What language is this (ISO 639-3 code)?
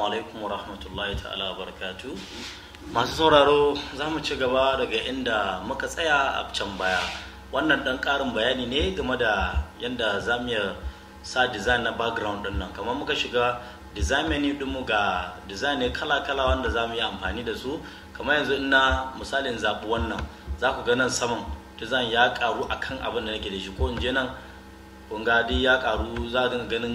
hau